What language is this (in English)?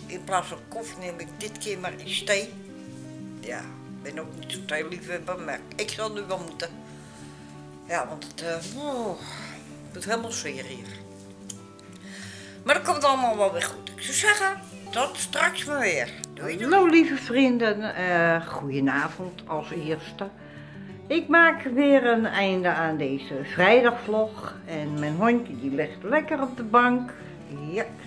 Dutch